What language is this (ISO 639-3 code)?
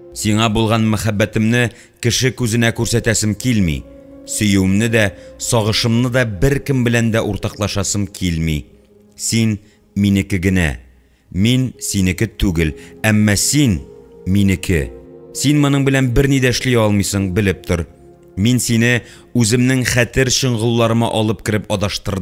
tat